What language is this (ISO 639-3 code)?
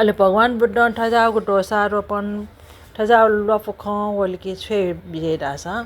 new